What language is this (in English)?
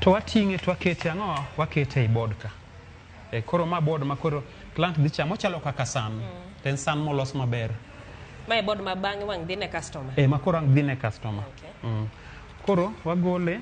Luo (Kenya and Tanzania)